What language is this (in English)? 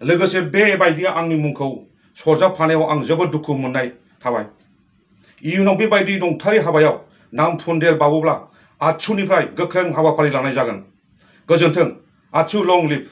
Bodo